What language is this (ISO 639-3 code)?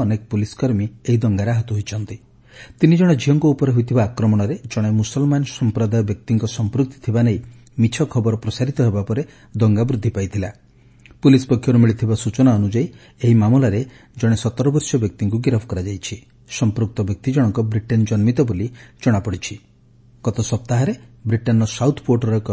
ori